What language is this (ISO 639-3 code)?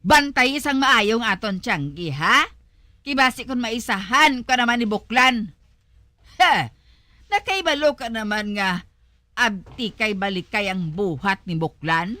hil